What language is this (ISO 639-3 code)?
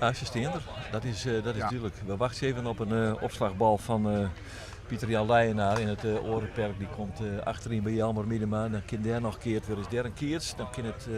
fry